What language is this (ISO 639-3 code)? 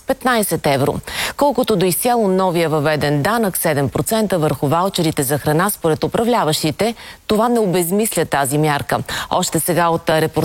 bul